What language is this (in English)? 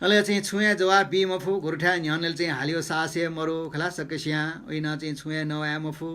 Newari